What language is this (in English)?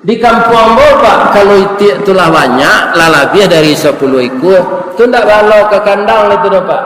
Minangkabau